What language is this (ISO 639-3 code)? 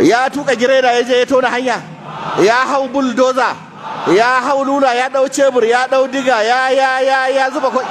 hau